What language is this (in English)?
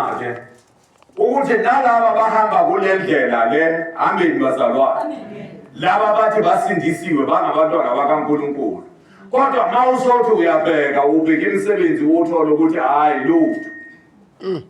Zulu